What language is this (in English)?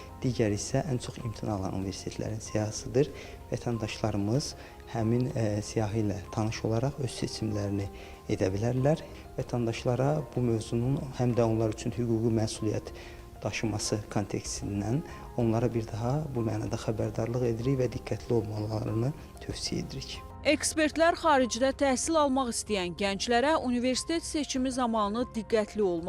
Azerbaijani